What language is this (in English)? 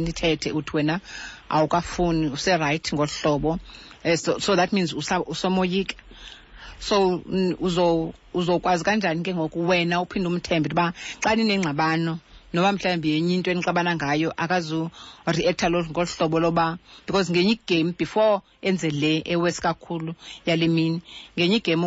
Xhosa